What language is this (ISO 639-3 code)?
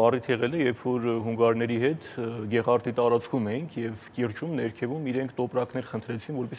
hye